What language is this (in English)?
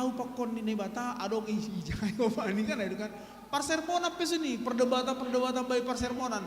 Batak Simalungun